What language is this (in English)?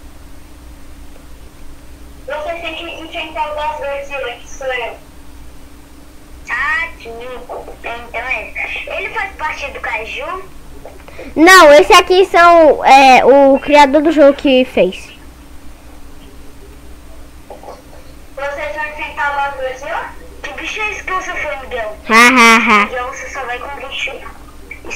Portuguese